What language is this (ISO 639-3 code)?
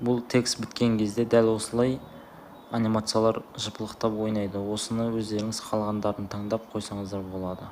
kaz